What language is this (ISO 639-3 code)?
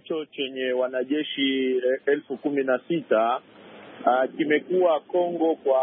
swa